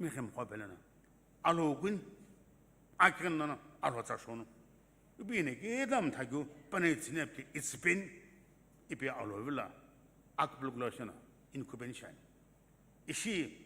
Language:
Sumi Naga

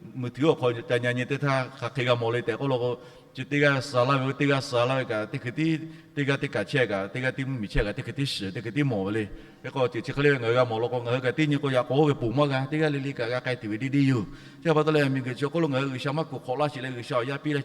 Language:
Lahu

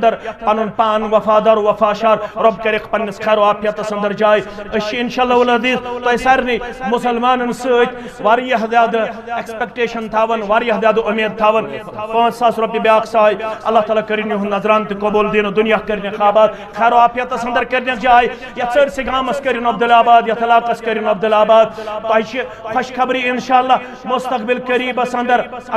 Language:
Kashmiri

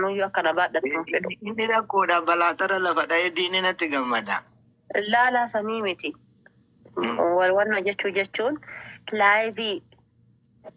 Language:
Oromo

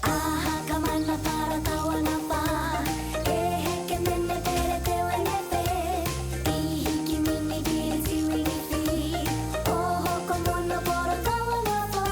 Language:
Māori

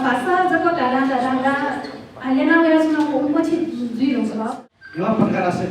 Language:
Newari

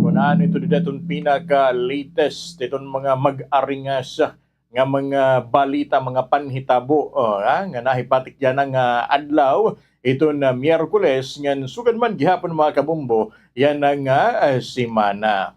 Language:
Waray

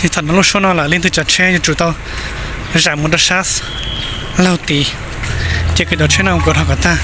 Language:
Hmong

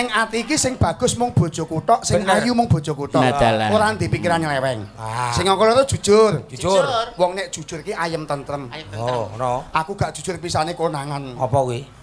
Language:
Javanese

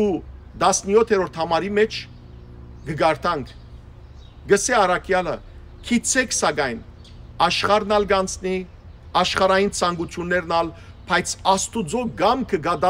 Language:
Western Armenian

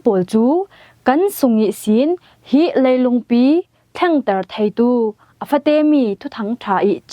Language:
Falam Chin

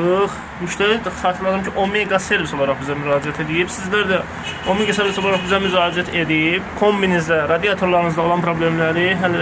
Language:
Azerbaijani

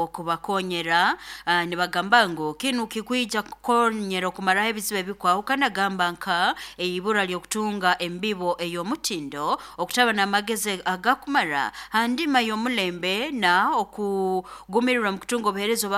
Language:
Nyoro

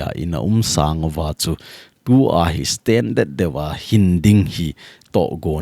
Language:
Thado Chin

